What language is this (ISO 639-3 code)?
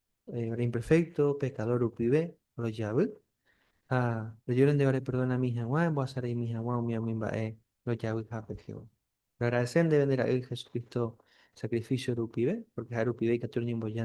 grn